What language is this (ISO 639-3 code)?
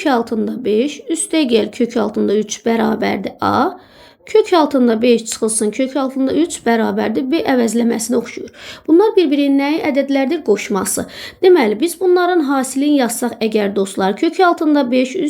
aze